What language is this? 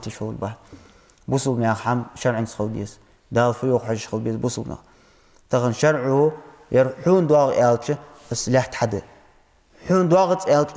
Ingush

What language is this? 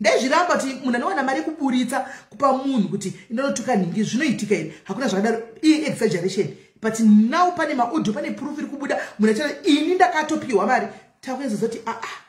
Shona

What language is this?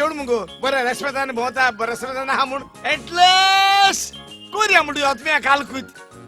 Konkani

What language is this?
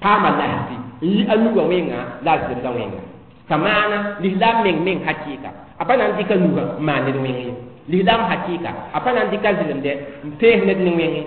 Mossi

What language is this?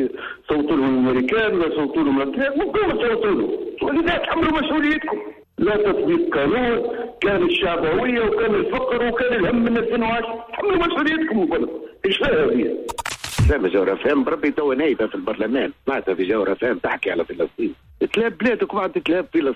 Tunisian Arabic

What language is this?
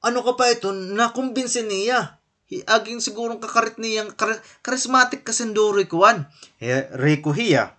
Waray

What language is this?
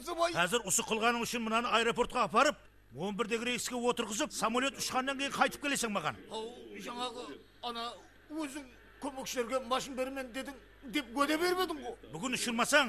Kara-Kalpak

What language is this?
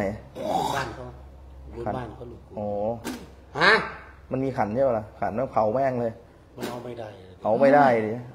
Thai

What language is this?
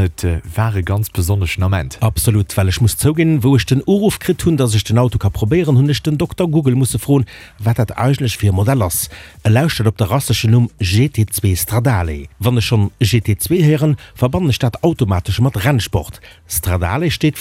Luxembourgish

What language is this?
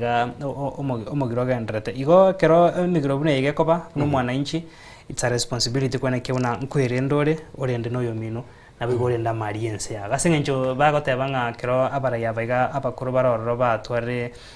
Gusii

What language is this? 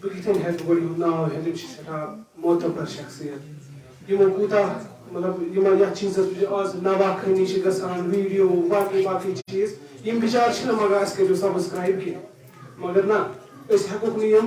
Kashmiri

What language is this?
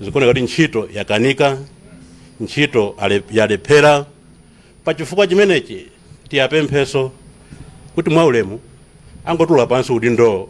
Nyanja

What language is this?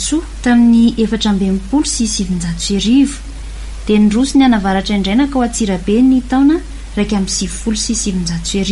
Malagasy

